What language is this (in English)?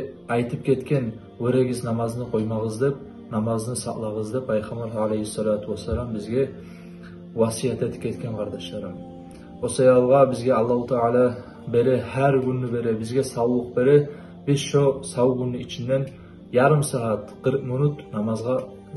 Kumyk